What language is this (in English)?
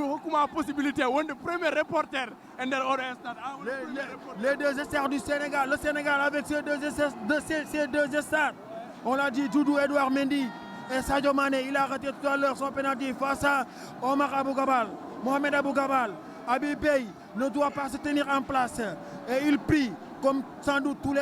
Fula